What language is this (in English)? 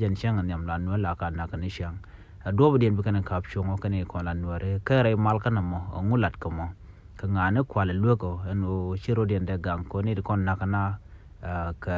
Nuer